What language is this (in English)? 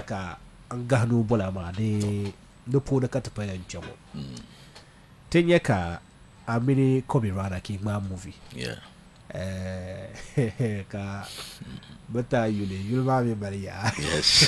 Dagbani